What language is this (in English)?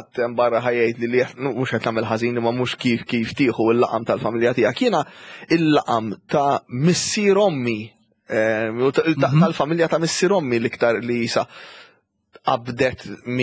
Maltese